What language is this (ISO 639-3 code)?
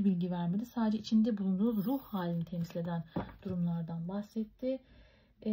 tur